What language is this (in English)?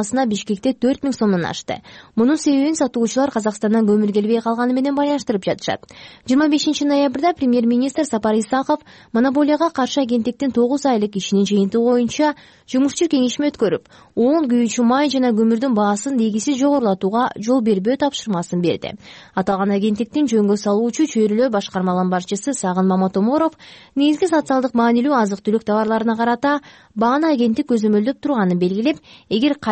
Kyrgyz